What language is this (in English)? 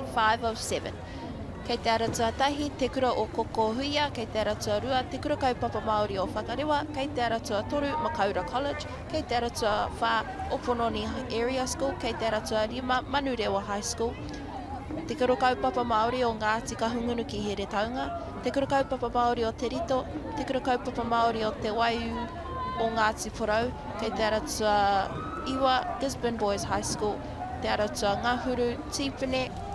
Māori